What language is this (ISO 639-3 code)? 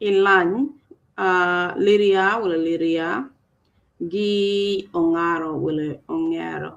ach